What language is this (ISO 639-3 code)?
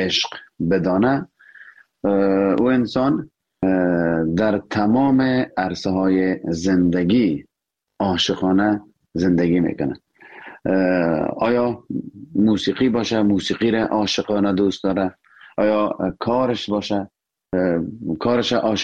fas